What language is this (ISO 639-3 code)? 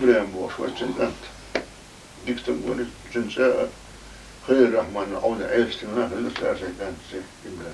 che